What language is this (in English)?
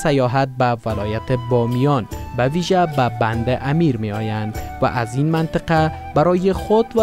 Persian